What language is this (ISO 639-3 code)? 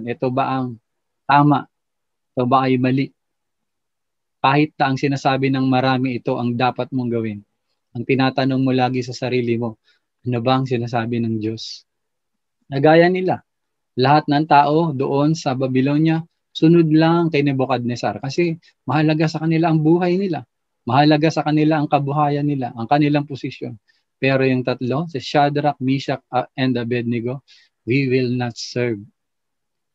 fil